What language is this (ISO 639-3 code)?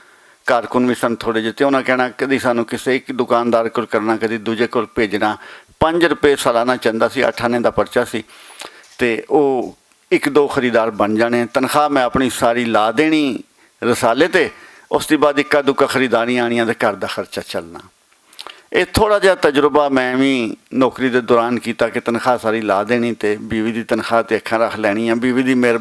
lah